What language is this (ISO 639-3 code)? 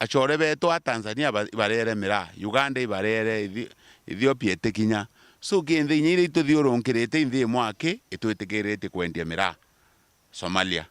mer